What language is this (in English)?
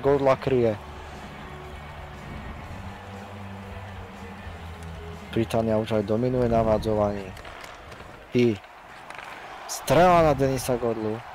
Slovak